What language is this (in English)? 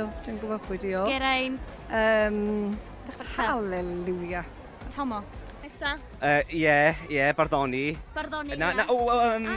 Welsh